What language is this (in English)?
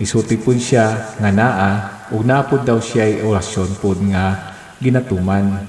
Cebuano